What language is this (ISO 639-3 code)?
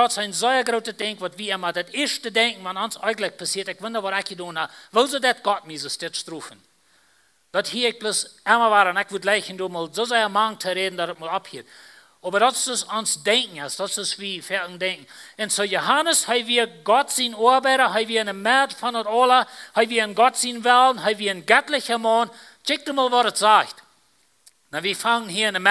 pdt